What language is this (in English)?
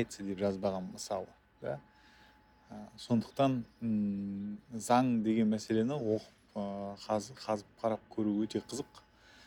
Kazakh